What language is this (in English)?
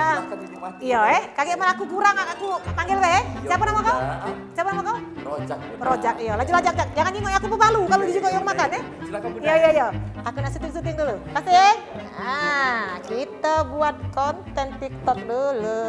Musi